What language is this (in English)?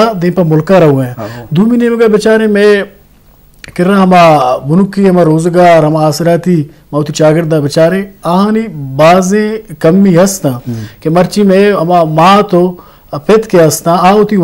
Eastern Balochi